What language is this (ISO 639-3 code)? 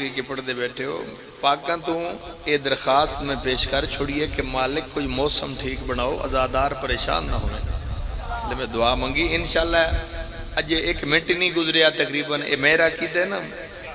phr